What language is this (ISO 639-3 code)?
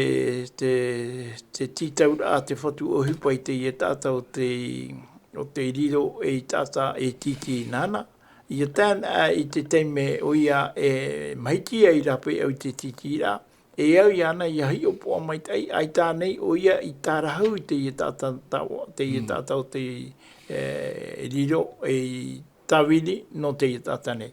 tah